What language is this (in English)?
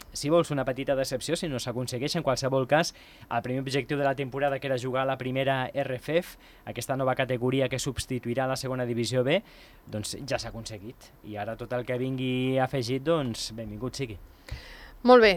Catalan